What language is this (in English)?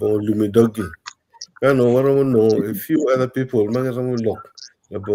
Acoli